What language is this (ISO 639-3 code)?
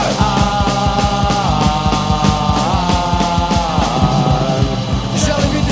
hrv